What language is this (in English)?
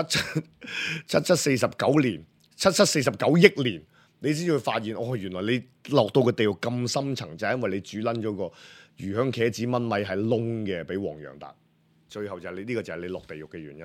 Cantonese